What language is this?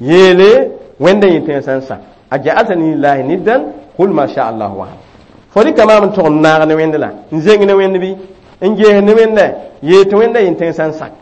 Mossi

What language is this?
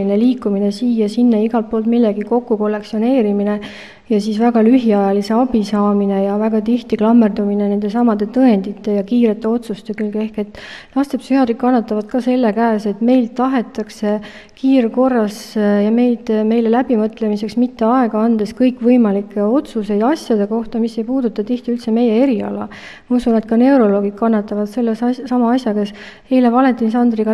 Estonian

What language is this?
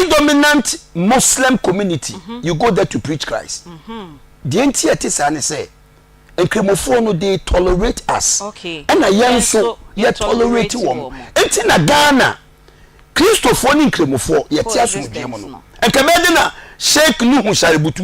Akan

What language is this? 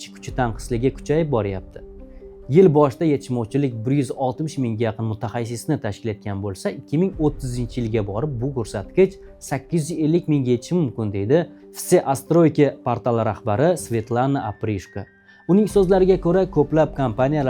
Uzbek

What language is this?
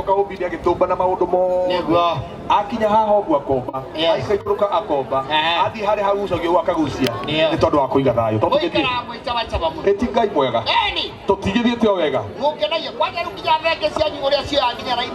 Kikuyu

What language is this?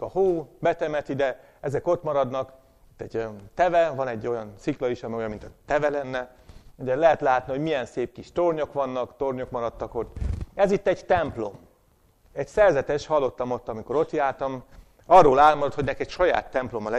Hungarian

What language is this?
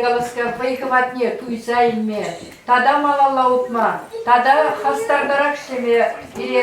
Chuvash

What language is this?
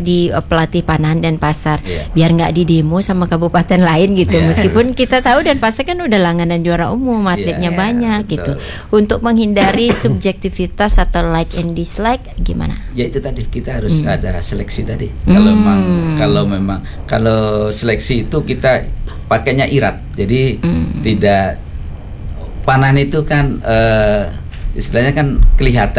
Indonesian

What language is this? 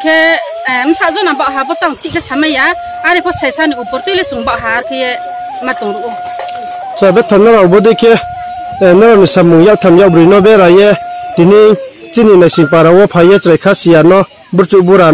Riang (India)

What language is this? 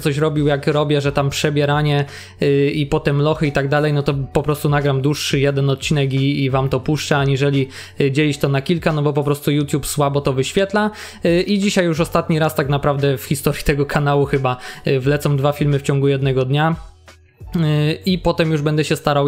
Polish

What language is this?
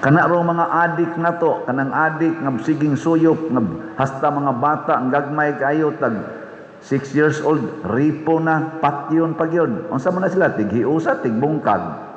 Cebuano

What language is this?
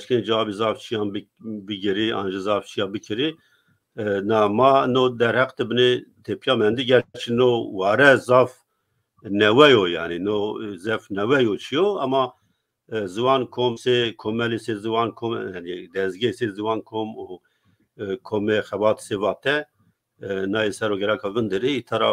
Zaza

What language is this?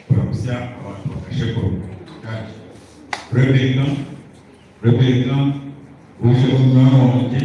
Nyankole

